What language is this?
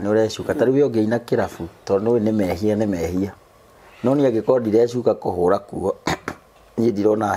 Kikuyu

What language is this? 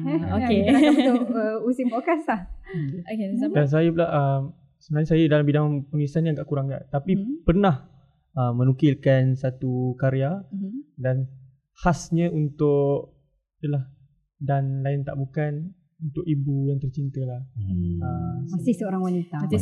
Malay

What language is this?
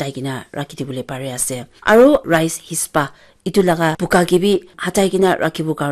Naga Pidgin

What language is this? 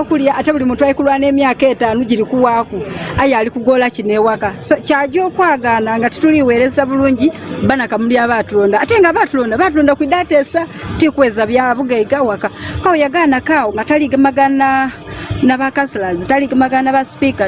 Ganda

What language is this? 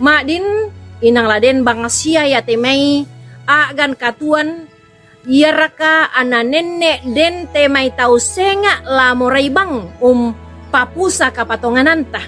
Toraja-Sa'dan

